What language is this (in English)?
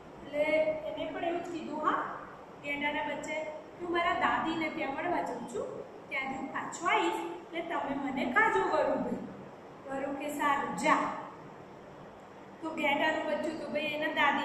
Gujarati